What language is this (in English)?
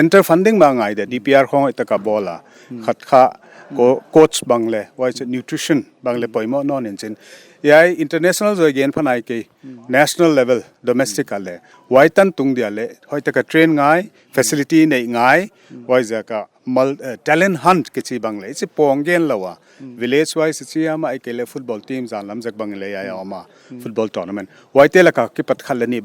Paite Chin